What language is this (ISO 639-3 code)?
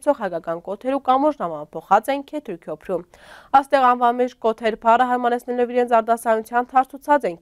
hye